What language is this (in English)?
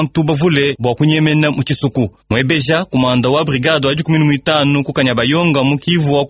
Luba-Lulua